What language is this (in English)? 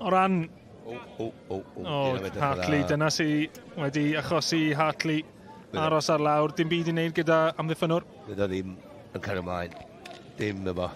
Welsh